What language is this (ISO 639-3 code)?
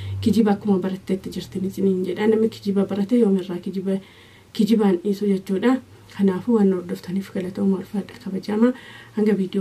orm